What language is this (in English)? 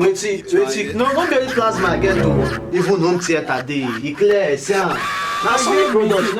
Nigerian Pidgin